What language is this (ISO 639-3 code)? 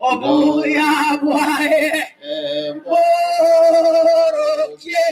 guz